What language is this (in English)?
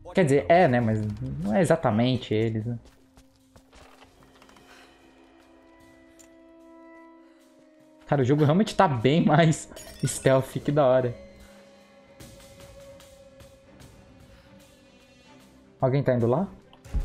Portuguese